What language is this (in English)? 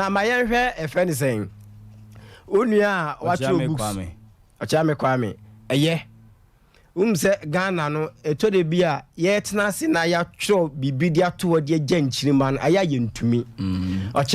Akan